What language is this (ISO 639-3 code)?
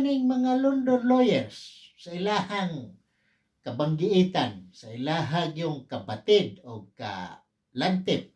ceb